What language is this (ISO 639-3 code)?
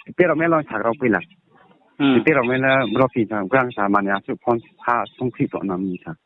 ria